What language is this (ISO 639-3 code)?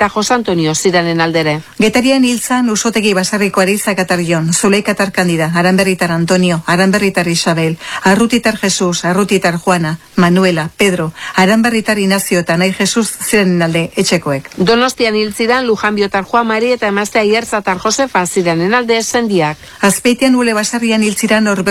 eus